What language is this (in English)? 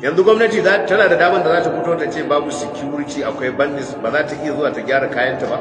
Hausa